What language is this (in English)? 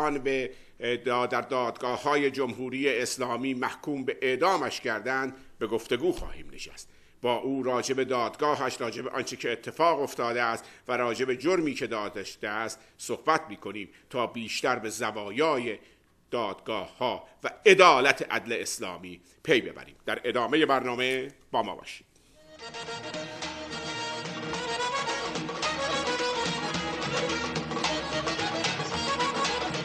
Persian